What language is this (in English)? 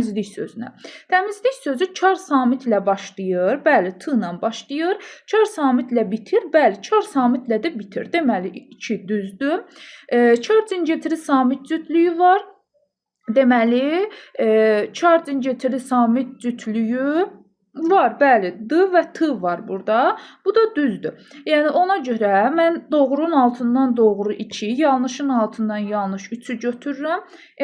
Azerbaijani